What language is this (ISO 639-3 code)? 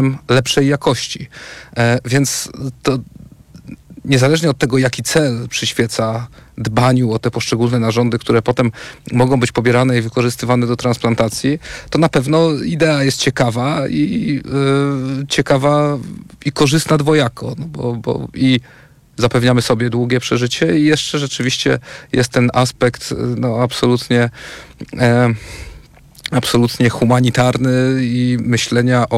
pol